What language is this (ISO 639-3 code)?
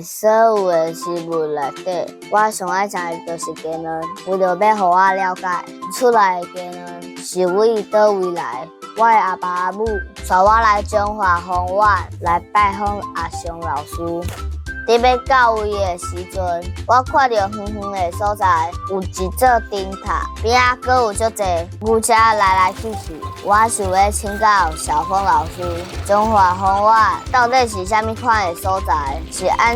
nan